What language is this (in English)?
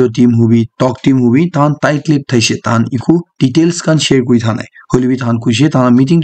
Naga Pidgin